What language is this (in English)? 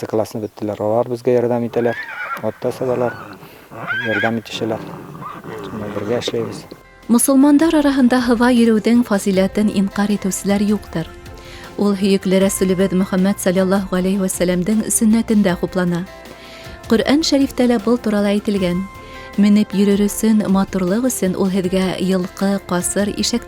Bashkir